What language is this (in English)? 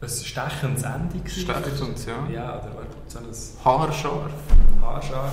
Swiss German